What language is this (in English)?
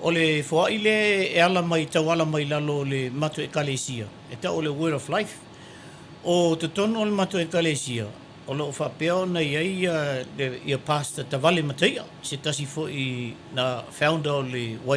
Samoan